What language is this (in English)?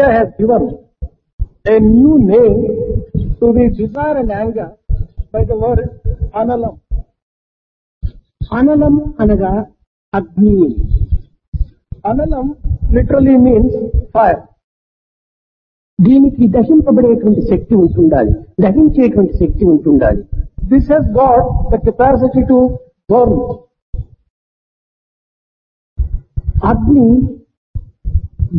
Telugu